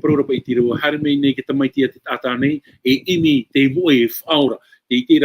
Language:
Tahitian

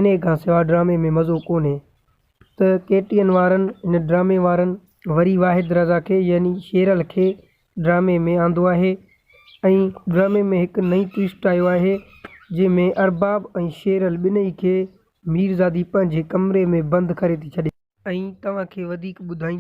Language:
Sindhi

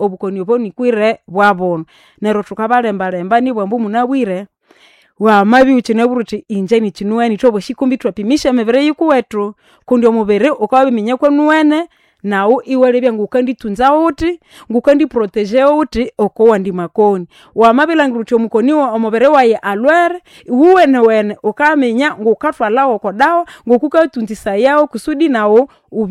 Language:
Nande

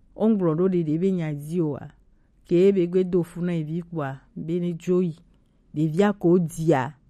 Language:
Gen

